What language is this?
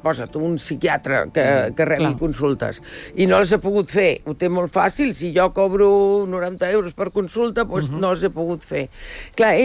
Catalan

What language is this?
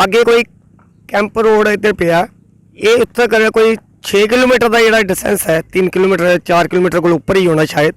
Dogri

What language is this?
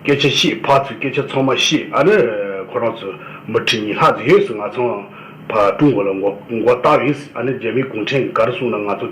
Tibetan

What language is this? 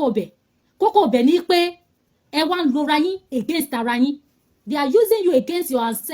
Yoruba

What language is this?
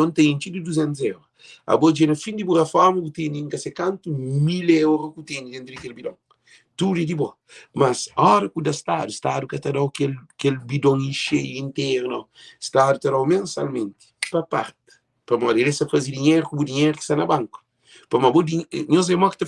Kabuverdianu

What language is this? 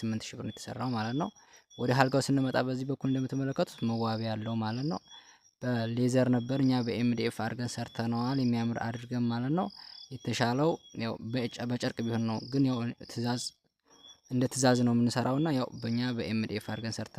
Amharic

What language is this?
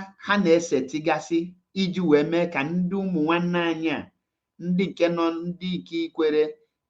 Igbo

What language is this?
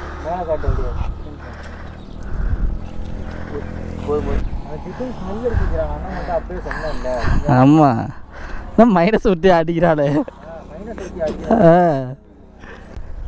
Tamil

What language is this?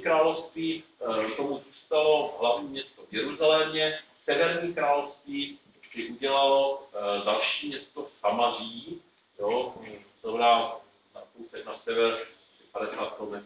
Czech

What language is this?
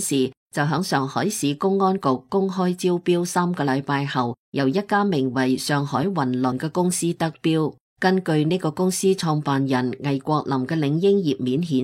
Cantonese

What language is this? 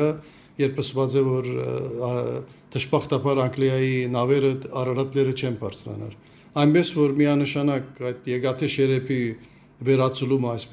Western Armenian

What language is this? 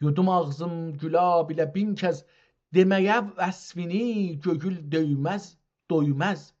South Azerbaijani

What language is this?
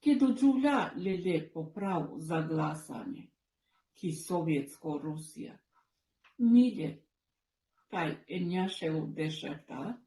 Balkan Romani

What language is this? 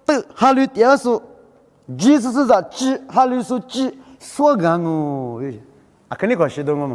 Lisu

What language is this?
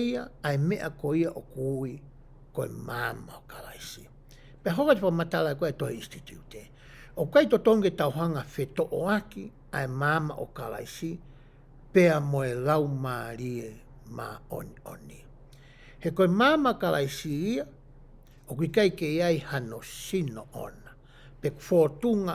Tongan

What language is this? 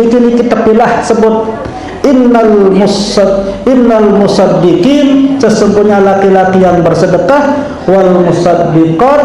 Sasak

